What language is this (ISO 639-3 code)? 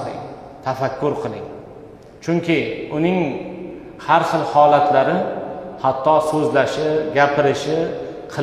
uzb